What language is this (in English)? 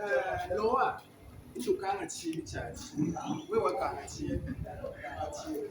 Luba-Lulua